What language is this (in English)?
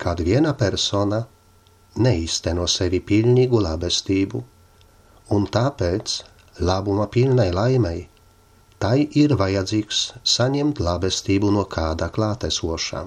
Latvian